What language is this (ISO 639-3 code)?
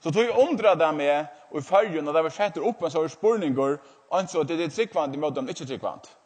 fao